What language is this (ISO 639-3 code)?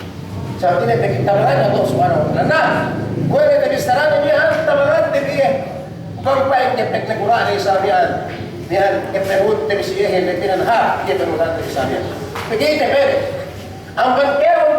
yka